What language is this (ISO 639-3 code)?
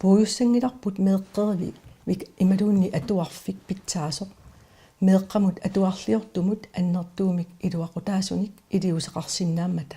kal